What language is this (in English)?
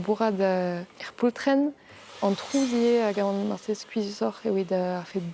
Breton